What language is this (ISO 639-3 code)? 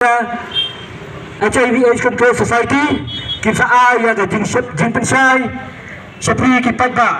kha